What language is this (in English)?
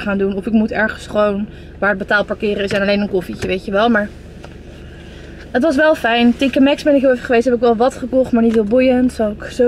Dutch